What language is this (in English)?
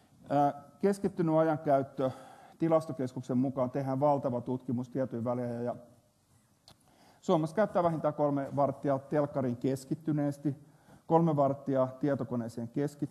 Finnish